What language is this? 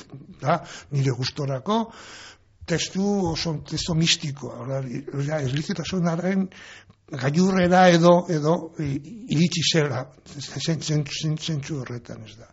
Basque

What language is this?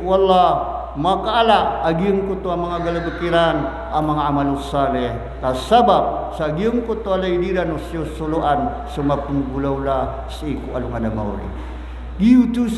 Maranao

